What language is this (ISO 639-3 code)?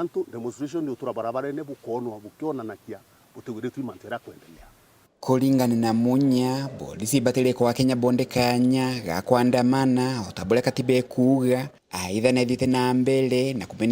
mer